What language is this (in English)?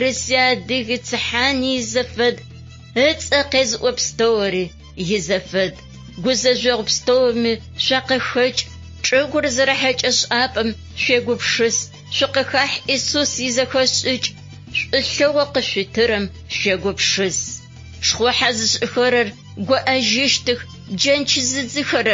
Adyghe